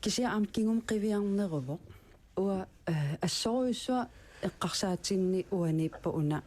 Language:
Kalaallisut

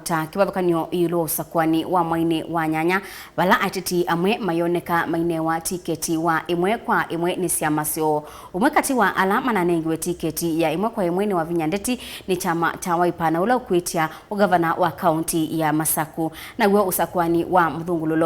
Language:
Kamba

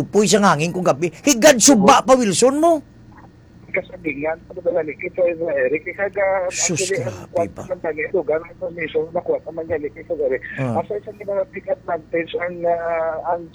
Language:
Filipino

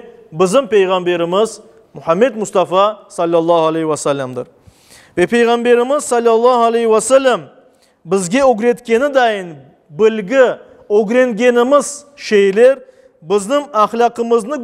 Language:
Crimean Tatar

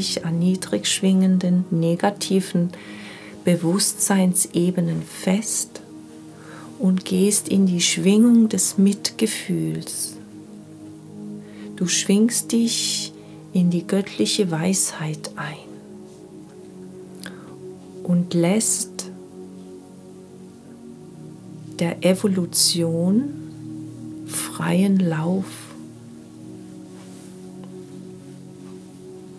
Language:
German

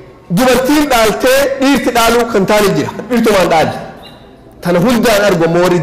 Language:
Oromo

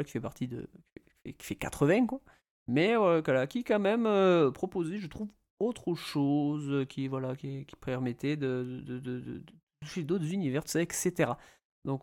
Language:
French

